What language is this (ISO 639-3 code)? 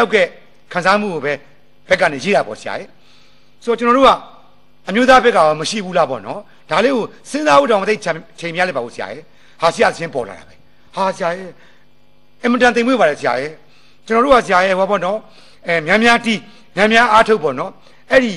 mya